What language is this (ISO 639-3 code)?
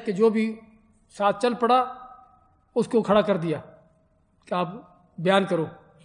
urd